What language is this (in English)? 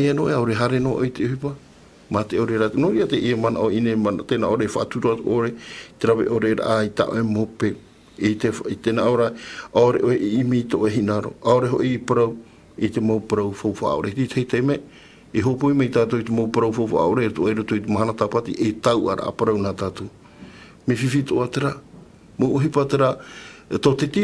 Tahitian